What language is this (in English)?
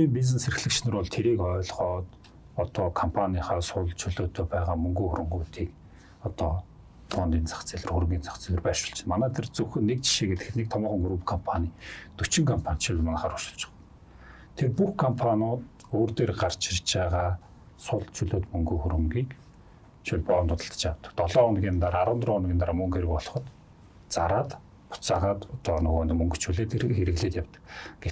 Mongolian